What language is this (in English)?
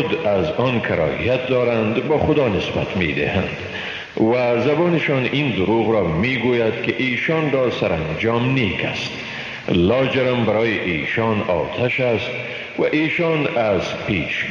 Persian